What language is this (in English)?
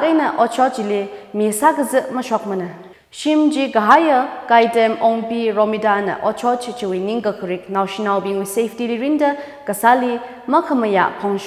Tangkhul Naga (India)